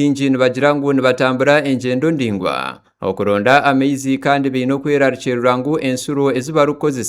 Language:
Nyankole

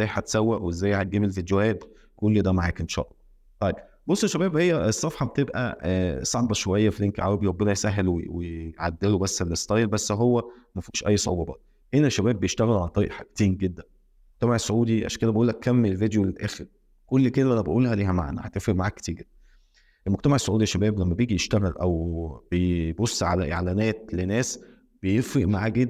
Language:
Egyptian Arabic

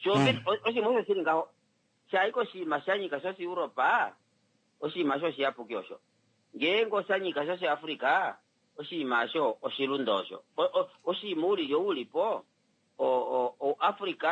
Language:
Kuanyama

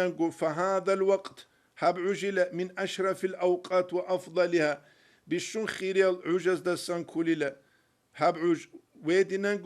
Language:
Avaric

